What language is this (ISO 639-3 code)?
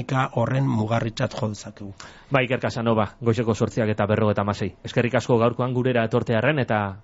eus